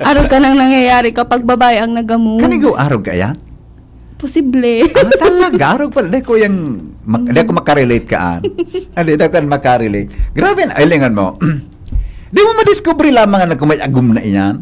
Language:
Bikol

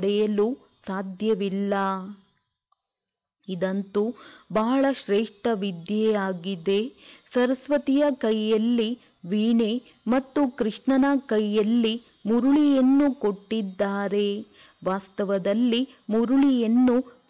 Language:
Kannada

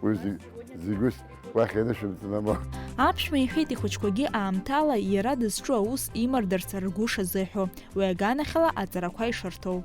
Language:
Abkhazian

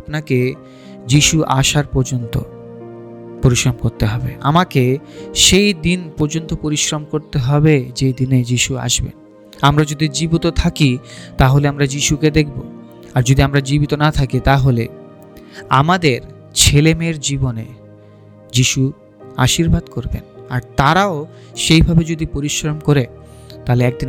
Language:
Bangla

